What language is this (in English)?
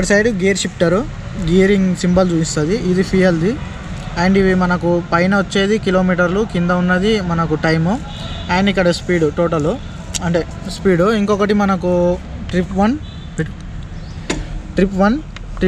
Telugu